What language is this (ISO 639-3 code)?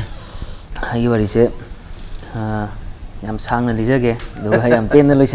mni